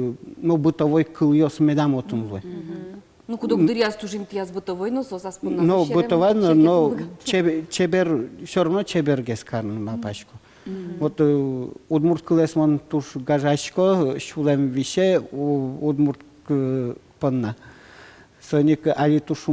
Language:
Udmurt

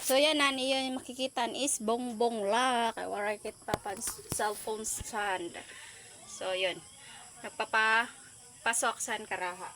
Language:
Waray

